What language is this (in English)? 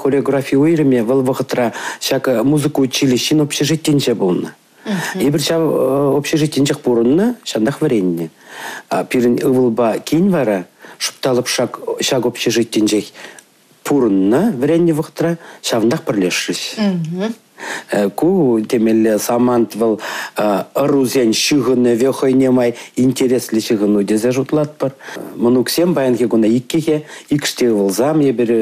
Chuvash